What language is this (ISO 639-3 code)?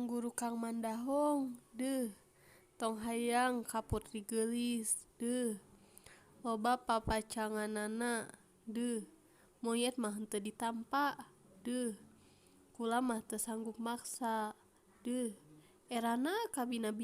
sun